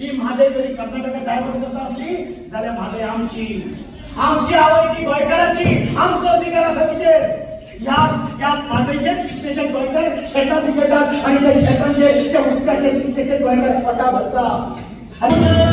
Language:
Konkani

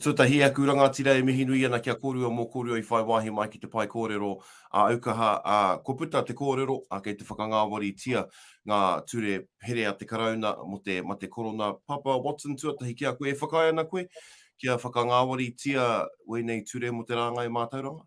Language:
Māori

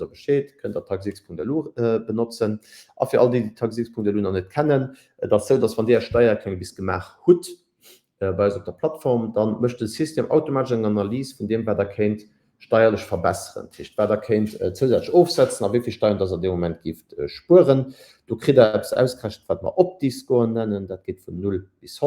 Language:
Luxembourgish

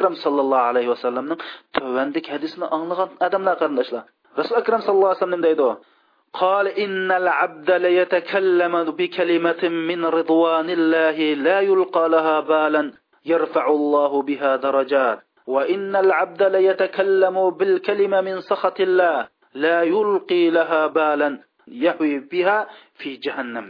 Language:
Uyghur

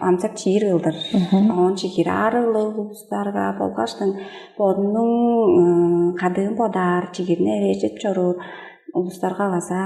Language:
Tuvinian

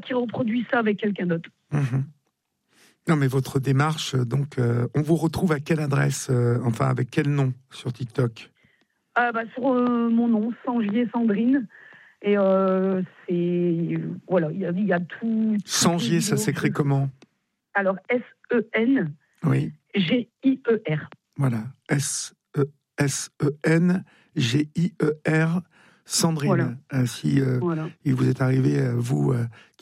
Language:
French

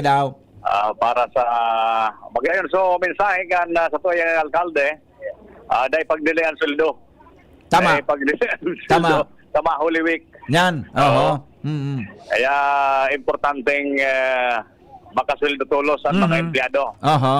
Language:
Bikol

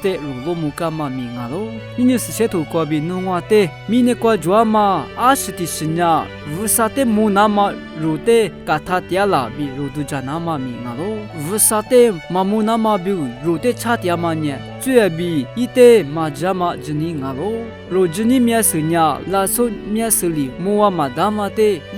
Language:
Lisu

